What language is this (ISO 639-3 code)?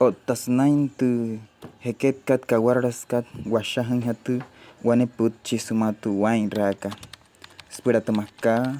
guc